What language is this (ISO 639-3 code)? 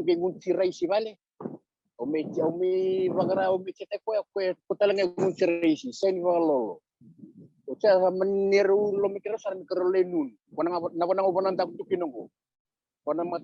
fij